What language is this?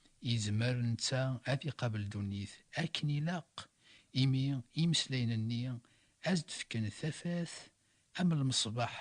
Kabyle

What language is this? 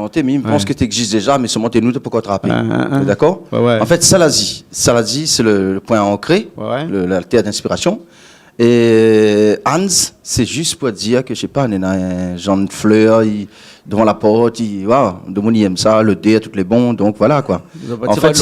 Réunion Creole French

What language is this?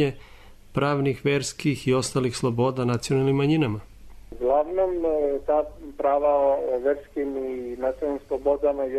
Serbian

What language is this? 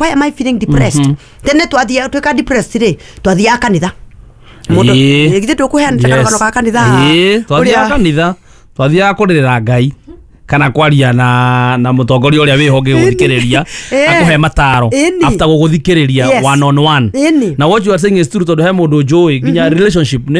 Kikuyu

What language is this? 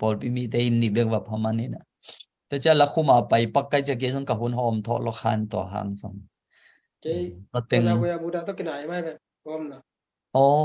Tedim Chin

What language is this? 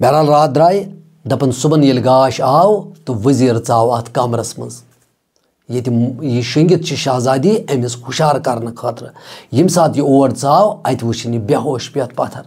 Kashmiri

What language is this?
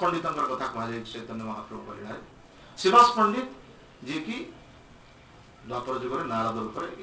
Odia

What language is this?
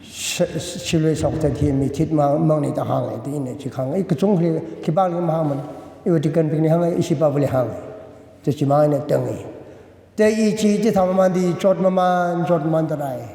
Tangkhul Naga (India)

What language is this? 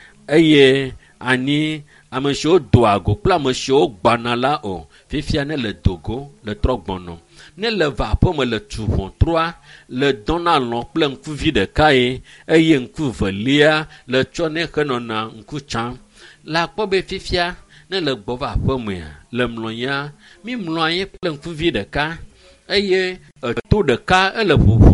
Ewe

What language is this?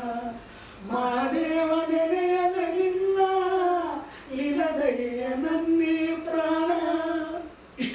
Kannada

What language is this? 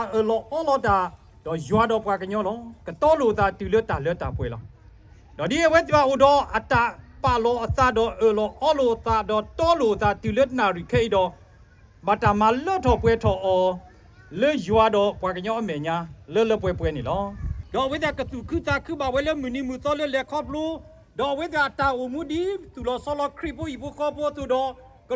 S'gaw Karen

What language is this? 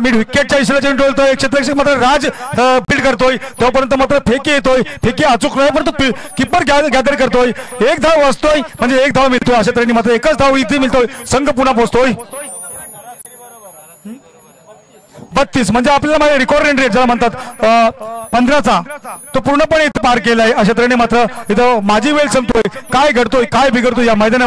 Marathi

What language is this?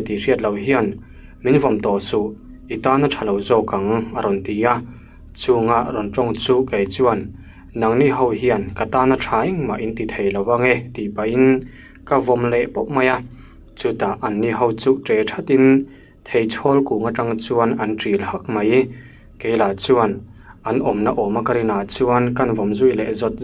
Mizo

